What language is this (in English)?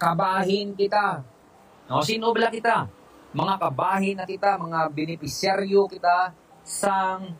Hiligaynon